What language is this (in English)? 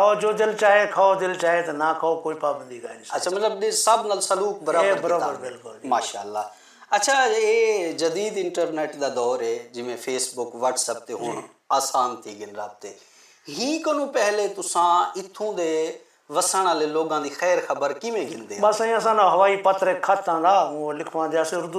Saraiki